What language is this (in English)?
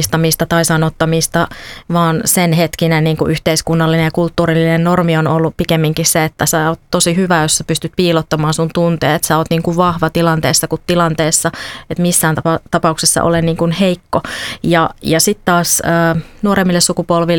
Finnish